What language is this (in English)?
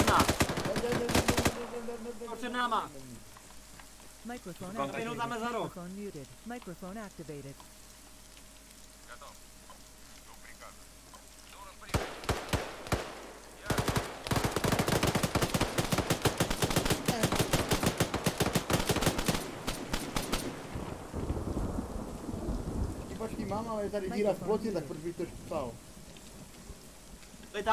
Czech